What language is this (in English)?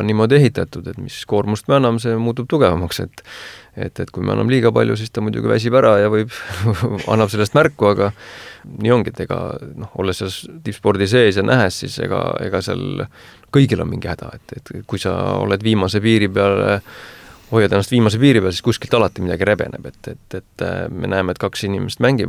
Estonian